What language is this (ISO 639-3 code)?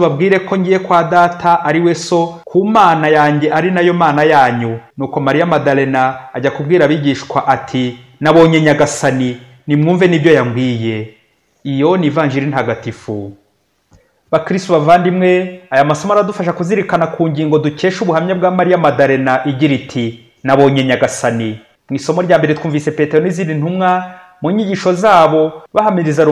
kin